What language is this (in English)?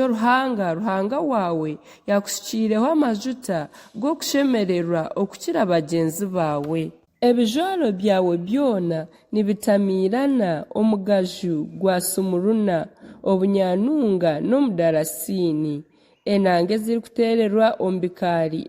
Nyankole